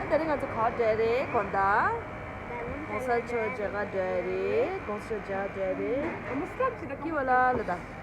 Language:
Tibetan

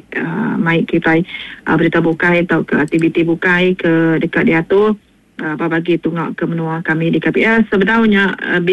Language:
Iban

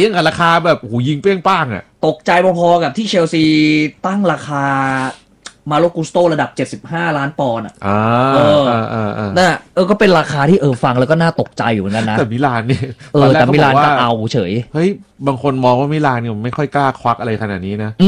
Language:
Thai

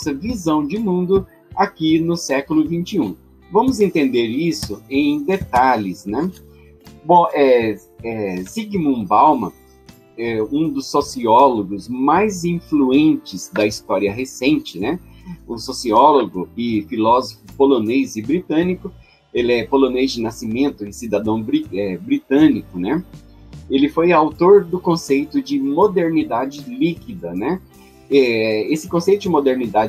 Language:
Portuguese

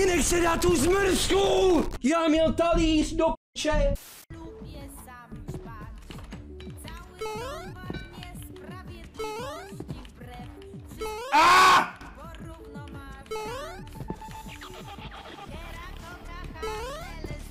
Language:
Czech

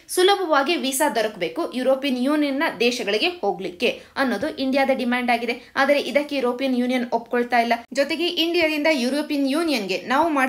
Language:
Kannada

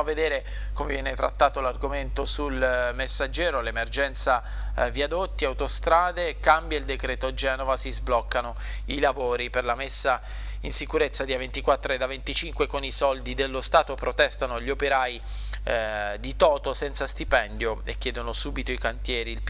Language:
Italian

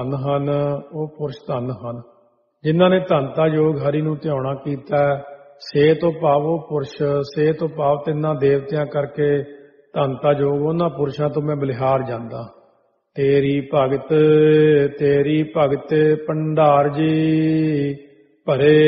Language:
Punjabi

